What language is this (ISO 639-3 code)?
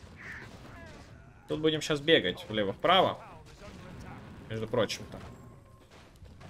rus